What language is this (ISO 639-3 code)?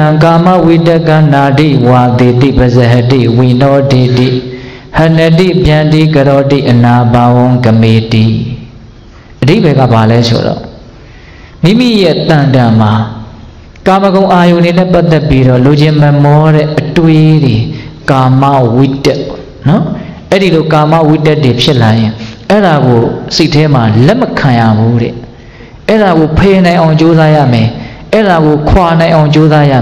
mya